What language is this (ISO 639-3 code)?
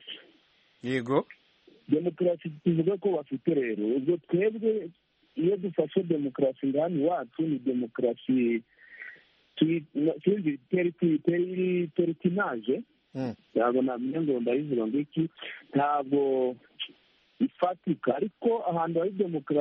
kin